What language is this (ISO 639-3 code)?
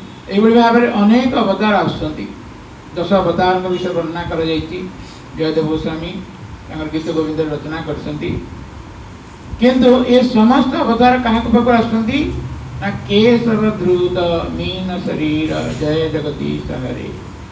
ori